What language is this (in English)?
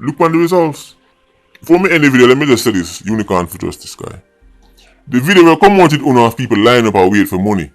Jamaican Creole English